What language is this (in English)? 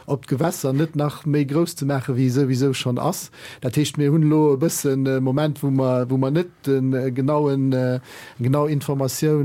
Luxembourgish